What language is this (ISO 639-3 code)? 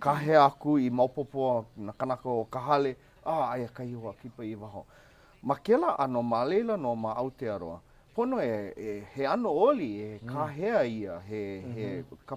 haw